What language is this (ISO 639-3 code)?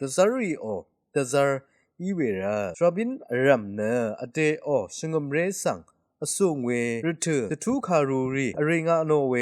raw